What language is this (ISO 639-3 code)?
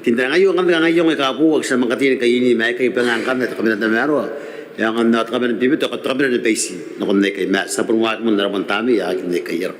gil